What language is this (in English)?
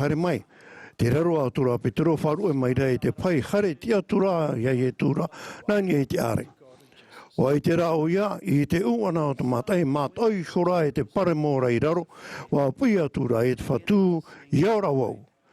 Tahitian